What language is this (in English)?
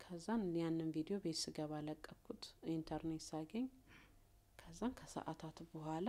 Amharic